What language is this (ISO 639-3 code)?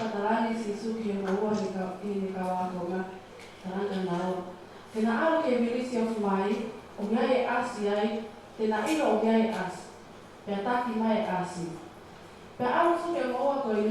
ton